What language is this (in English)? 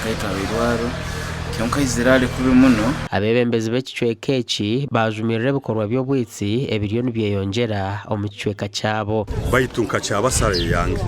Nyankole